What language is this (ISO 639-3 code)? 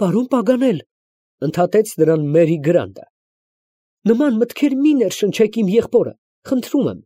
hye